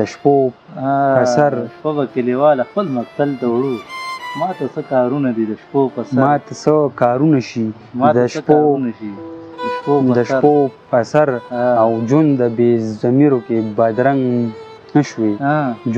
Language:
Pashto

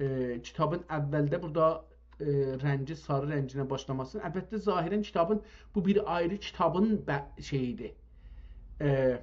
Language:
South Azerbaijani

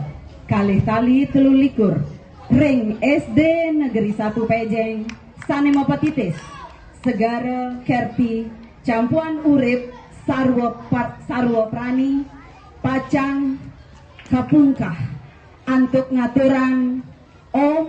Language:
Balinese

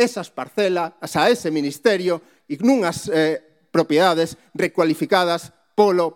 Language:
Galician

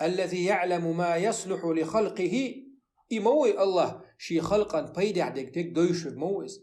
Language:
Chechen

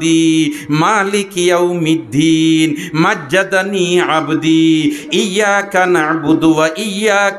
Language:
Sylheti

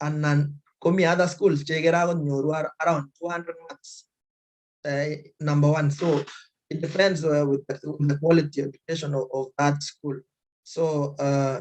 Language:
Kalenjin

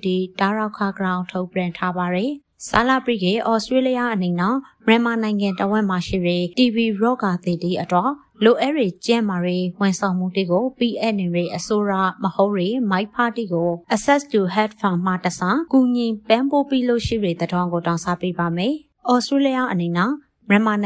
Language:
Burmese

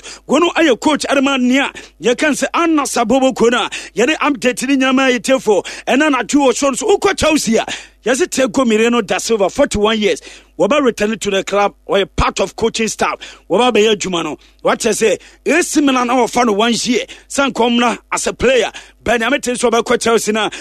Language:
Akan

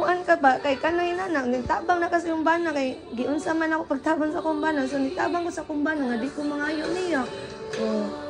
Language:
Cebuano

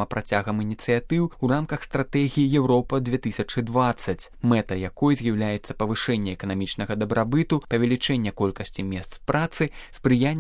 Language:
Belarusian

